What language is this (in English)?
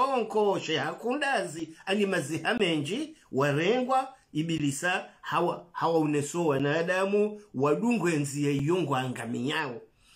Swahili